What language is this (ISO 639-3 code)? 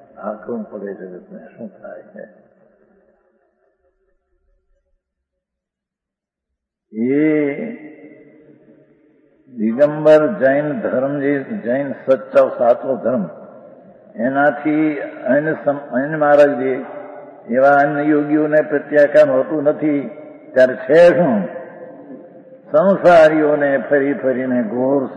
guj